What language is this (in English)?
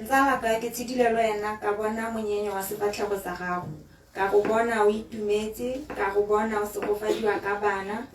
Tswana